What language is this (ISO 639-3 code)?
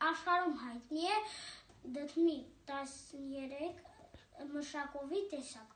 hye